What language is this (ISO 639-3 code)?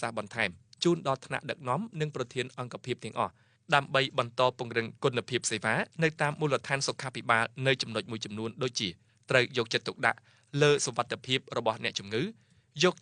khm